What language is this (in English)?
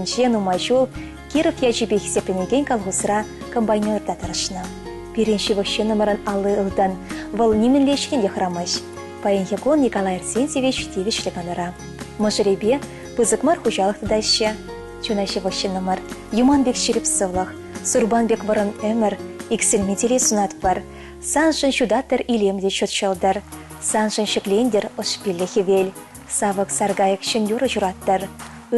Chuvash